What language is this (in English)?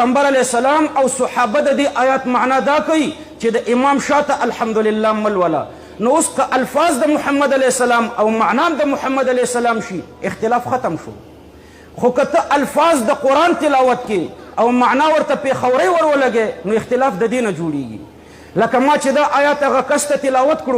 Pashto